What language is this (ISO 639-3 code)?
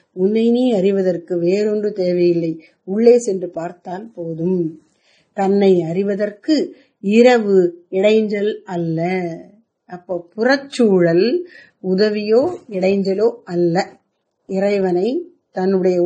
tam